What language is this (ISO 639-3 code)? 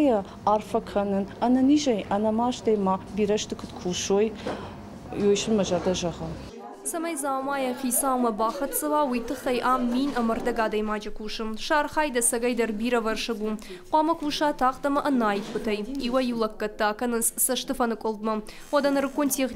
oss